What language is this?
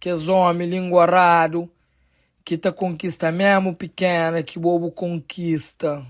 Kabuverdianu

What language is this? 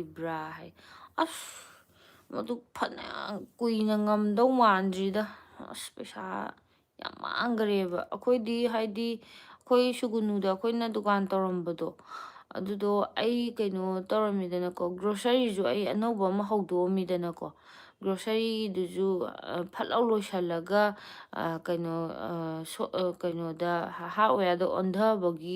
Manipuri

